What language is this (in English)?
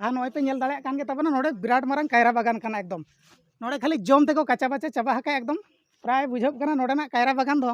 Santali